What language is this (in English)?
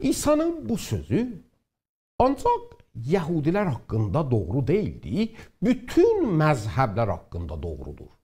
South Azerbaijani